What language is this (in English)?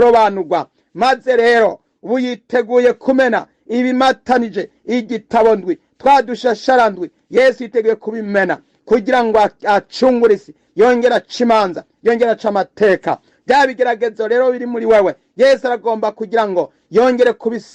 Rundi